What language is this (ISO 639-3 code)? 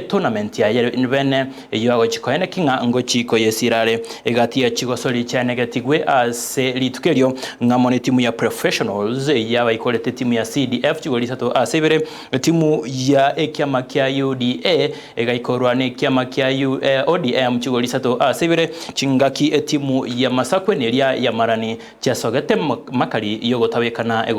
guz